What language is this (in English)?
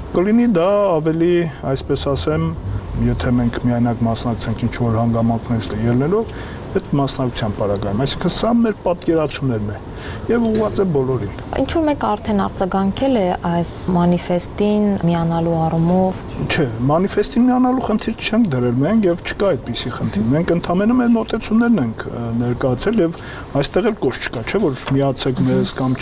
Armenian